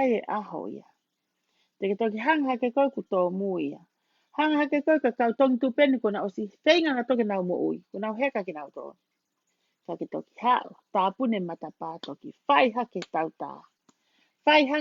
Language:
Tongan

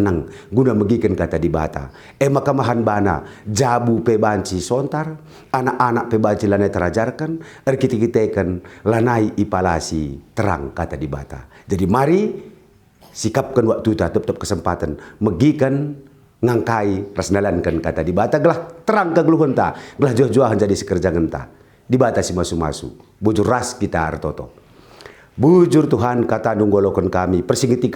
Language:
Batak Karo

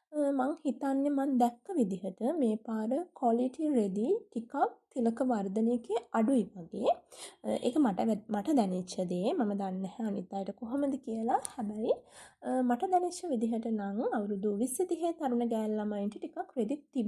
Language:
Sinhala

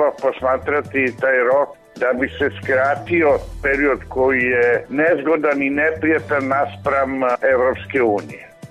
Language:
Serbian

